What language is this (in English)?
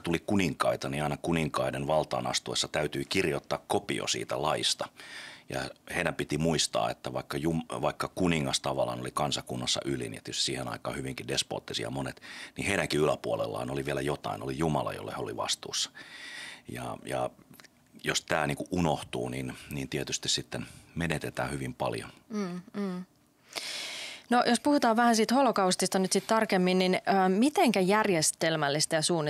Finnish